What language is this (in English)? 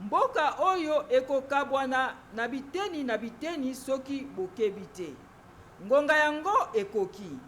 Lingala